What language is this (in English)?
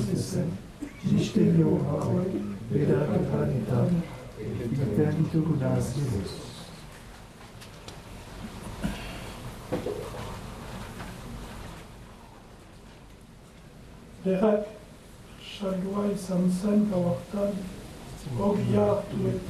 Basque